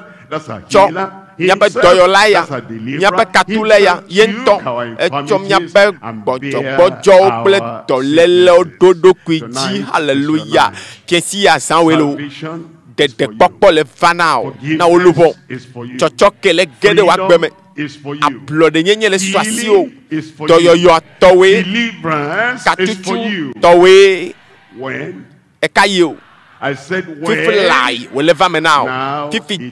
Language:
Ewe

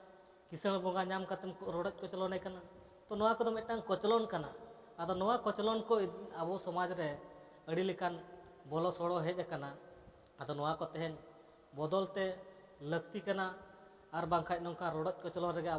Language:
Santali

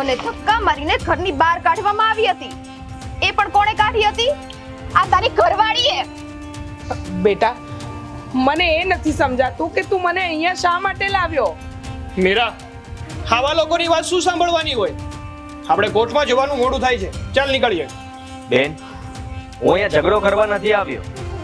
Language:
Gujarati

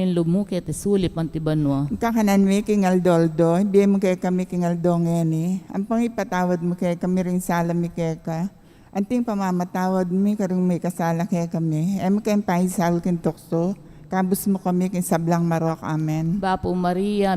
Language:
Pampanga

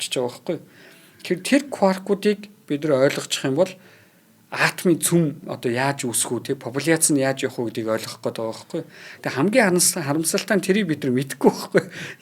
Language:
Mongolian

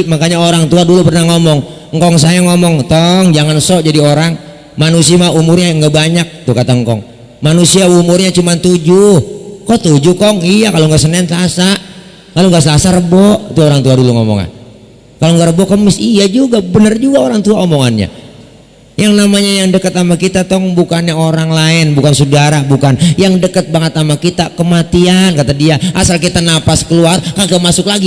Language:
Betawi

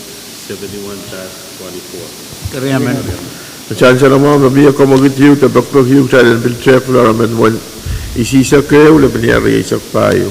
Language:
Pohnpeian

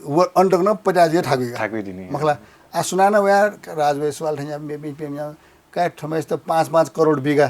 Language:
Newari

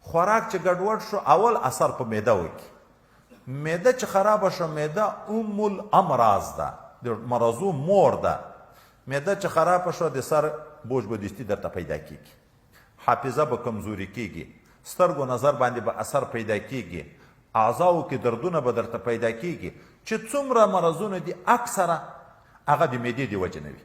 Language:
Pashto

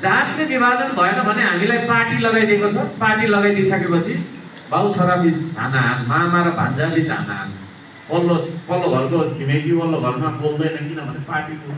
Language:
Nepali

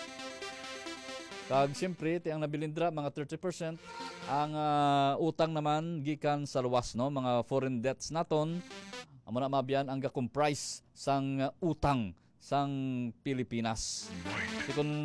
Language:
Hiligaynon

